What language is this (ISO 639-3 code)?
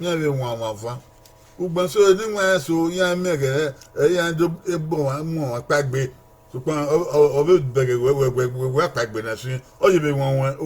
bin